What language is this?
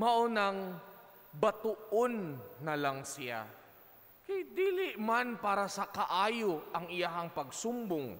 Cebuano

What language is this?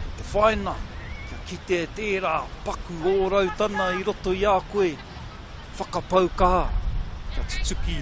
Māori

